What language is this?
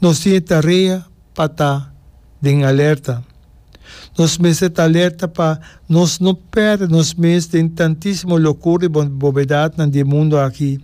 Papiamento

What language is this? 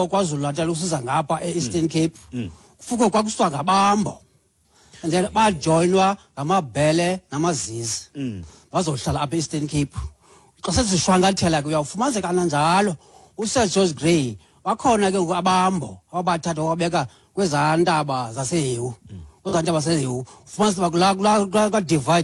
Xhosa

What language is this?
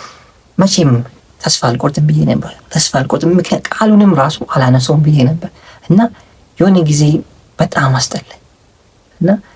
Amharic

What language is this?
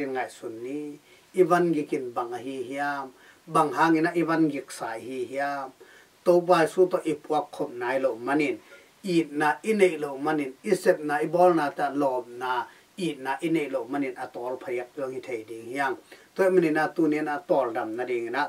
Tedim Chin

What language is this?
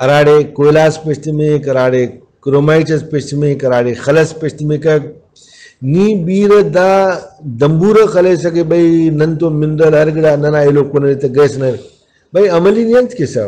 Brahui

